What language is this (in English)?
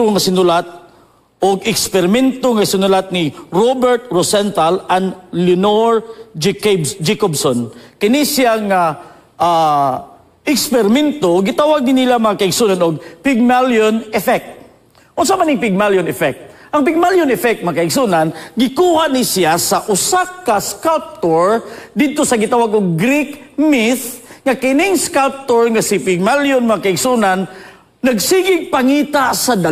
Cebuano